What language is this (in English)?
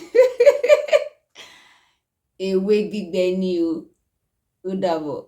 Yoruba